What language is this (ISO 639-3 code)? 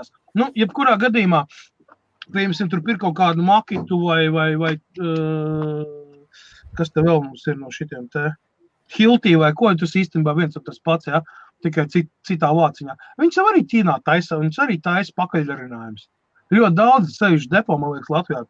lav